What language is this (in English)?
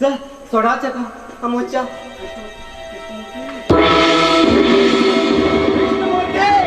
Konkani